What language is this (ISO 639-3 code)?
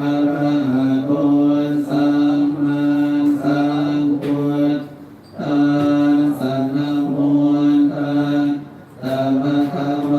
pli